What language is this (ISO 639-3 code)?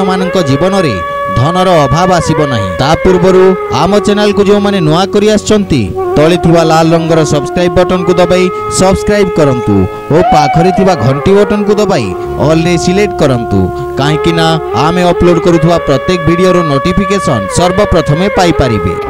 ori